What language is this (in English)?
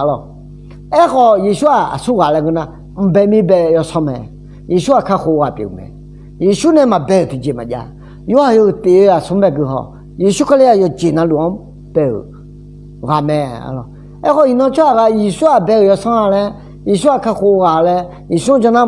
Akha